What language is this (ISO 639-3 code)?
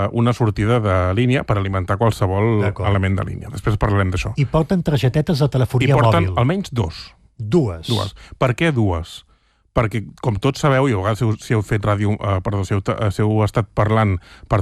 cat